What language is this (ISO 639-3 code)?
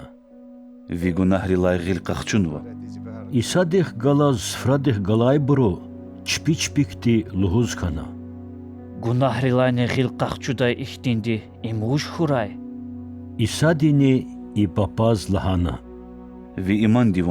lez